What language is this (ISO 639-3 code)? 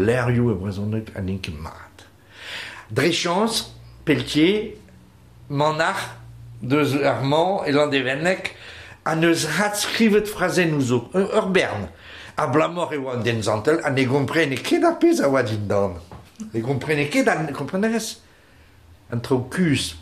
bre